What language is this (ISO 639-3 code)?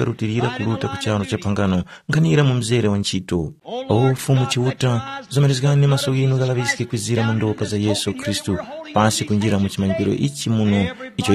tum